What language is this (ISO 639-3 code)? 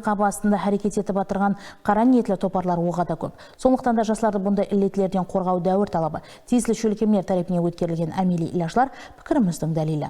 kaa